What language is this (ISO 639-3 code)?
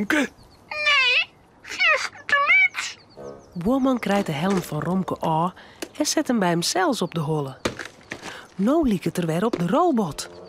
fry